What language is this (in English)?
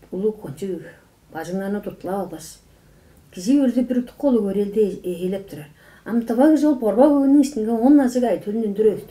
Tuvinian